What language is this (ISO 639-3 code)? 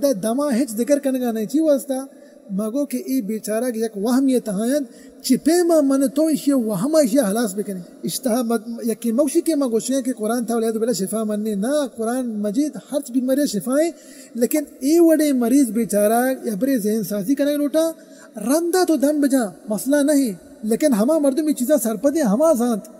bal